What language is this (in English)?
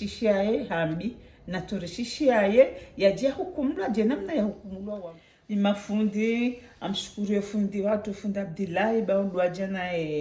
Ngazidja Comorian